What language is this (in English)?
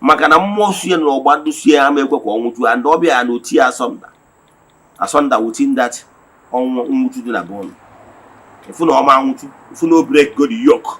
Igbo